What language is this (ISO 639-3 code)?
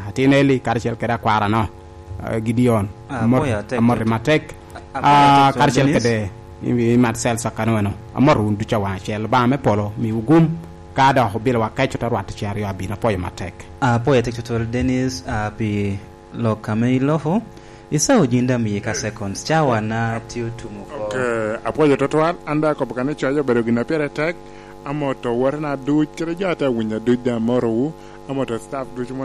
laj